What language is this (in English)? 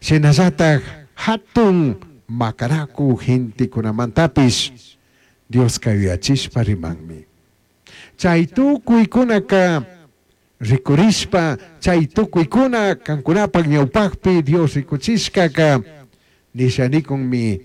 Chimborazo Highland Quichua